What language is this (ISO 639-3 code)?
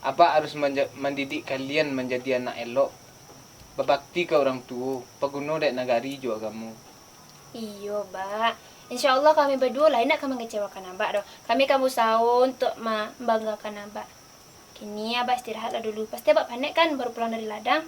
min